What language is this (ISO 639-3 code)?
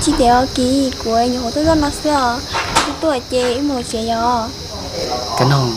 hmn